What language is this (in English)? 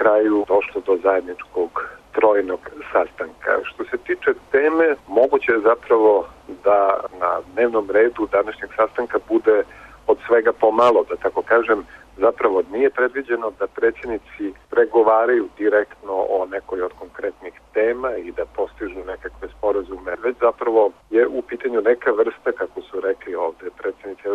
Serbian